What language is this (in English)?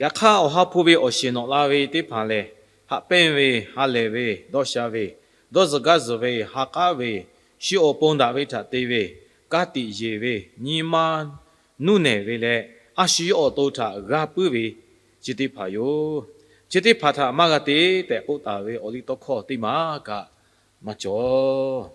Lahu